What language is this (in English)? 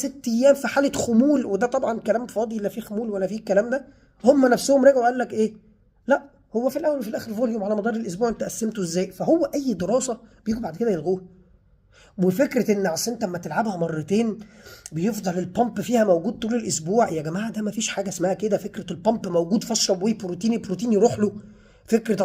Egyptian Arabic